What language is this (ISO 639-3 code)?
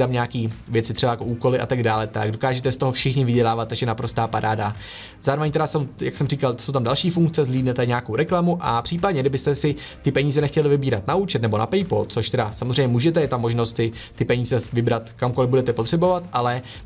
ces